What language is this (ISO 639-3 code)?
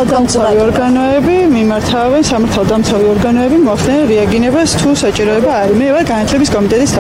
kat